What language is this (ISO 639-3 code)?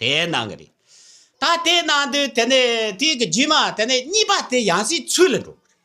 bod